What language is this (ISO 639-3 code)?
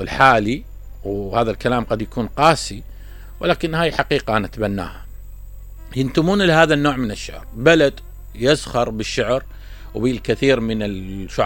acm